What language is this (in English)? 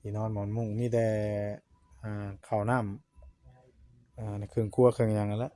Northeastern Thai